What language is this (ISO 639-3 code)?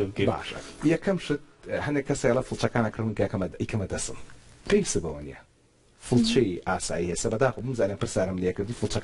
ckb